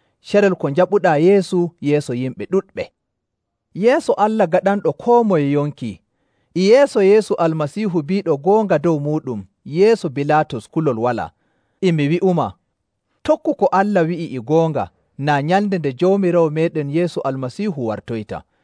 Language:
Nigerian Fulfulde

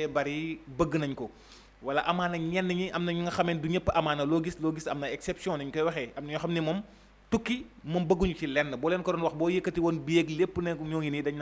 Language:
Wolof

